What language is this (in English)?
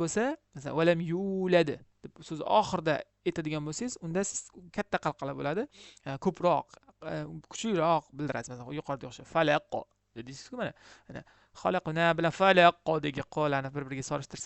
Uzbek